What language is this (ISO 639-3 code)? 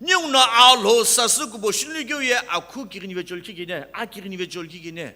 nsm